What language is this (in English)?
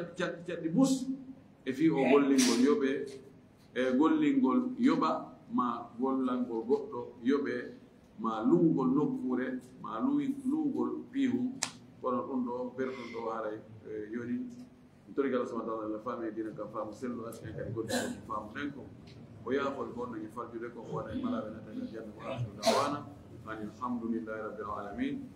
Fula